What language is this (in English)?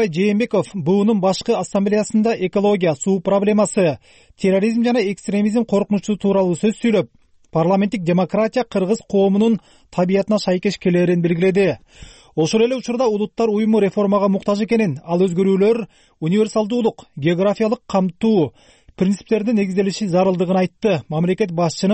Kyrgyz